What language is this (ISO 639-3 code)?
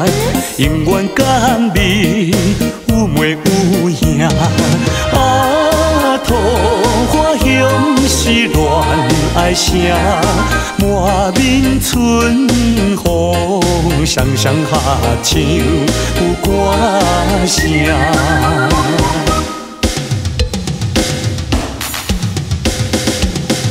nan